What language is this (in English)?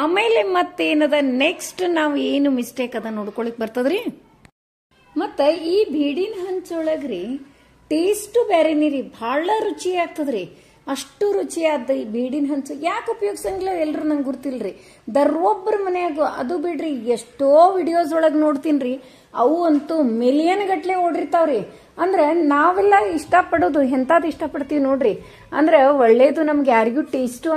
Kannada